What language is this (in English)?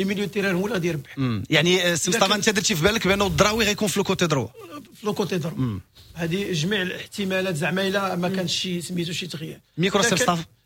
Moroccan Arabic